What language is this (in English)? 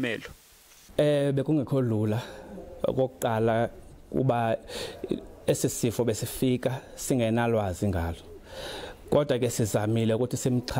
Zulu